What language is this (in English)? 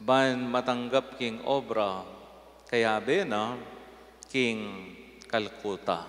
Pampanga